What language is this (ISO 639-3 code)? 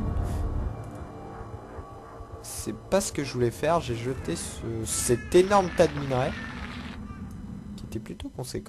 fra